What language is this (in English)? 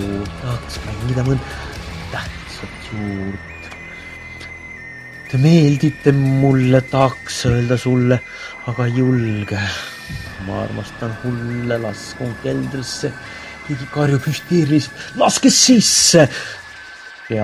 Estonian